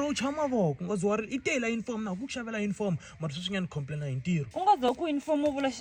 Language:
Tsonga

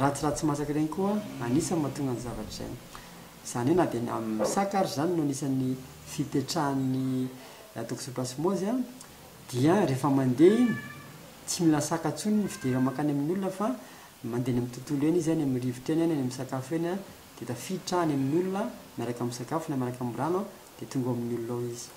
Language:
Malagasy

